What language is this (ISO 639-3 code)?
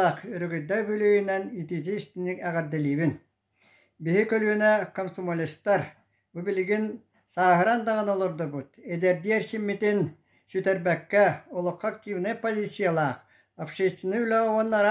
sah